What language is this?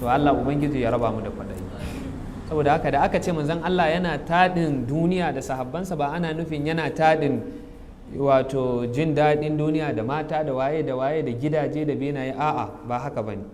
Hausa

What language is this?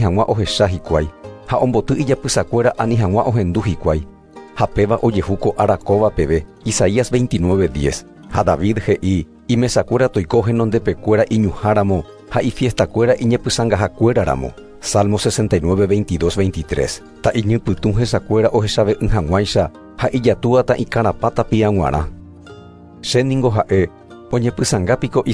Guarani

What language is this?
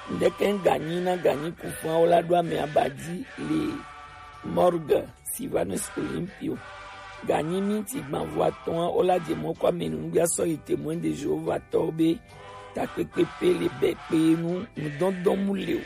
Gen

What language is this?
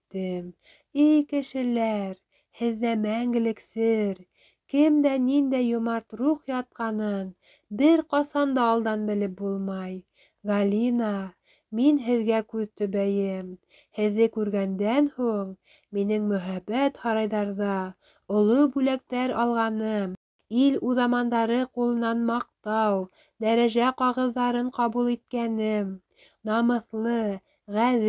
Bashkir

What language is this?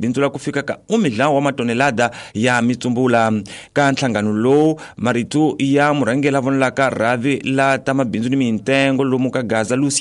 Tsonga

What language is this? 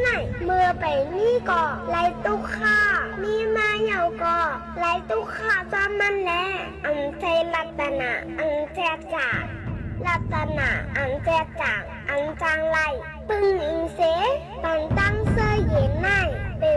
Shan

